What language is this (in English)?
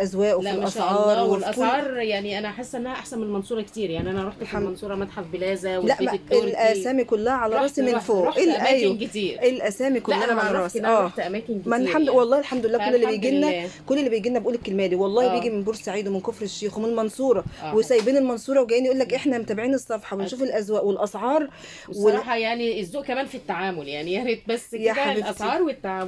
Egyptian Arabic